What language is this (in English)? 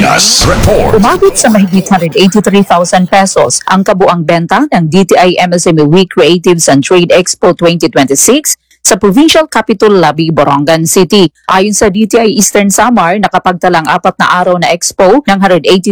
Filipino